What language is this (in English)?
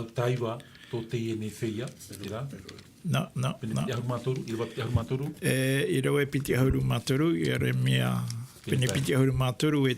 Tahitian